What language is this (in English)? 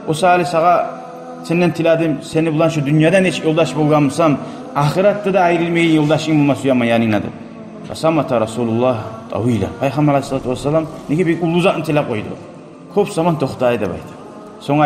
Kumyk